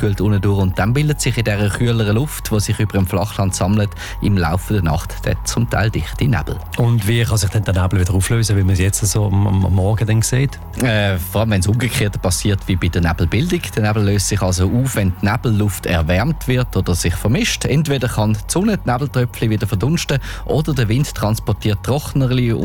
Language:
German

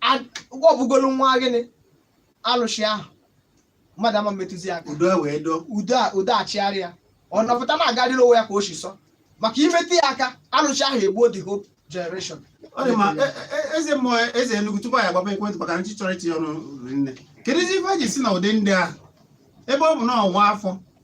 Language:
Igbo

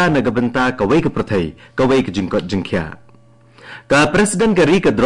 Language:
Khasi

